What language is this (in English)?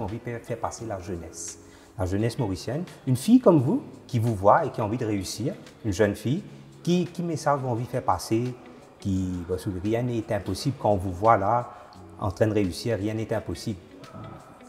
Morisyen